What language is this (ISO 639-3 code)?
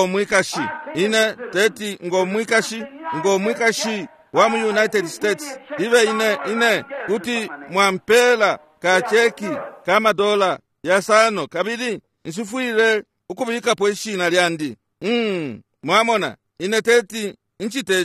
bem